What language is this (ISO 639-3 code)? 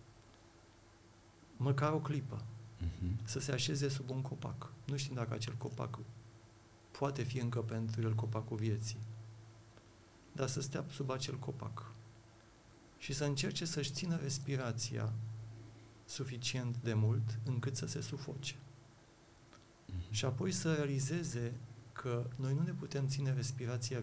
ron